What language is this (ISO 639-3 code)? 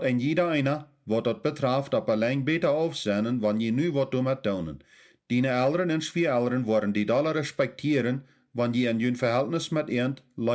pdt